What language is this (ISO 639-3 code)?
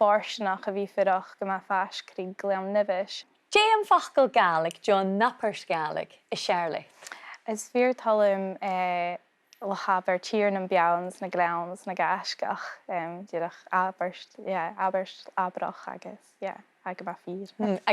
gla